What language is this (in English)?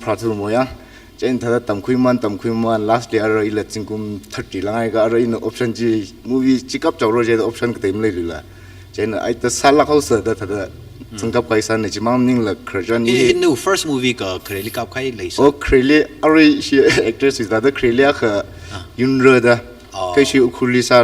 Tangkhul Naga (India)